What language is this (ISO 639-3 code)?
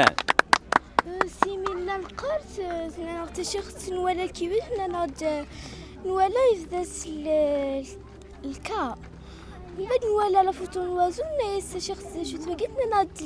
kab